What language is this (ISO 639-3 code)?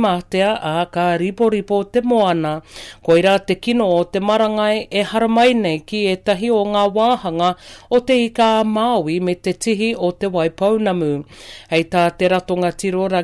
mri